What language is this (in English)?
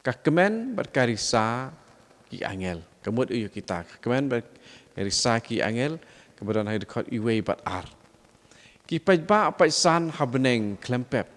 Khasi